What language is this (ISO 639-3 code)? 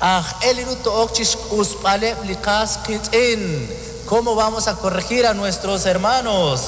kek